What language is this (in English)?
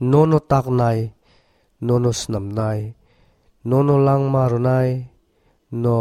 Kok Borok